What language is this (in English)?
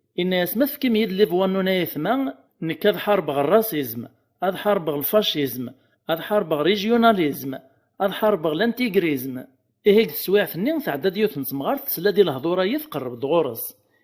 Kabyle